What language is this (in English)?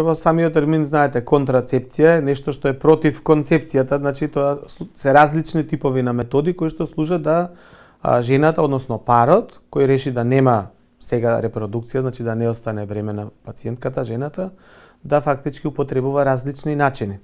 Macedonian